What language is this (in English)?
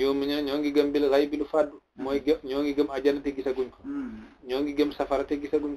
Wolof